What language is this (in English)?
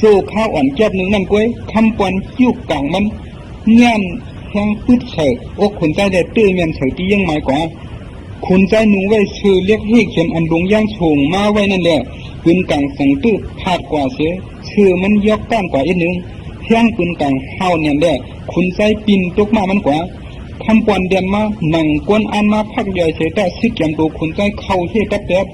Shan